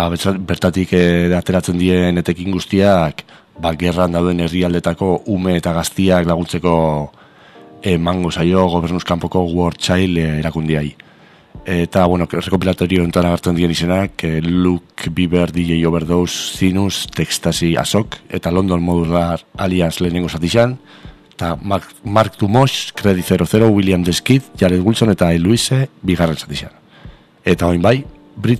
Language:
Basque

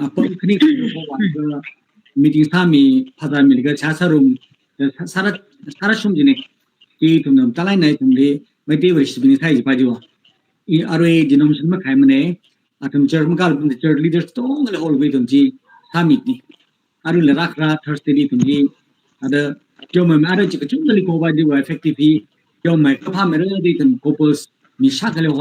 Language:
Tangkhul Naga (India)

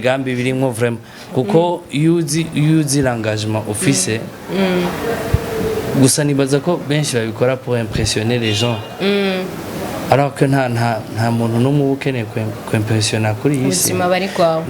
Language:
Rundi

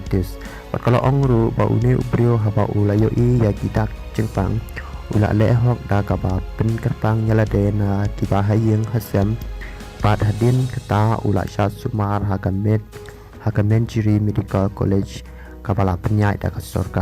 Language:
Khasi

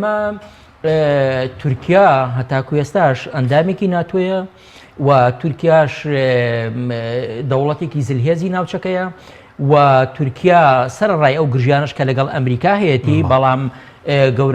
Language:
Central Kurdish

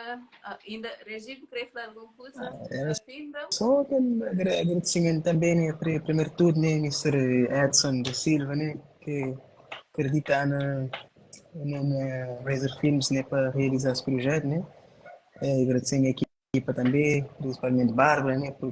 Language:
Kabuverdianu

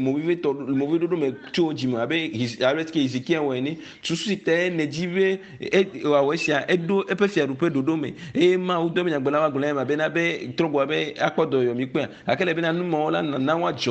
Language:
Ewe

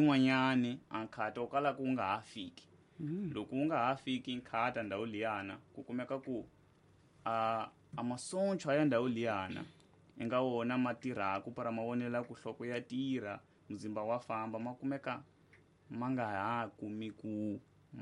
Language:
Tsonga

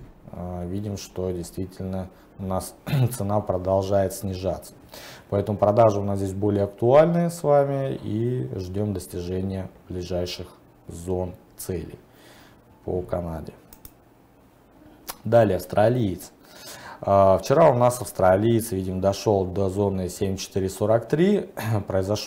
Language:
Russian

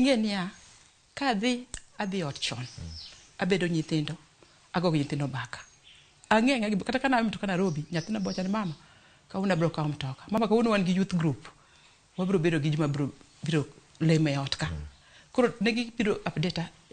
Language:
Luo (Kenya and Tanzania)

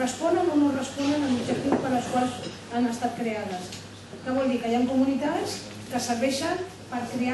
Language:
Catalan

